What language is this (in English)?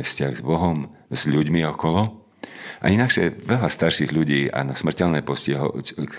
Slovak